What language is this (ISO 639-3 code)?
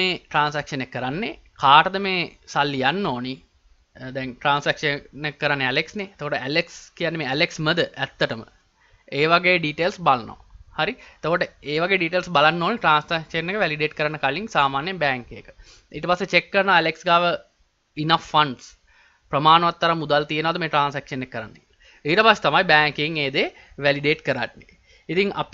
sin